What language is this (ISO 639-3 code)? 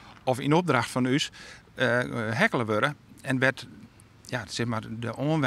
fry